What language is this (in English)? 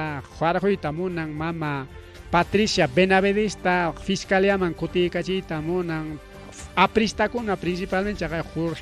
Ayacucho Quechua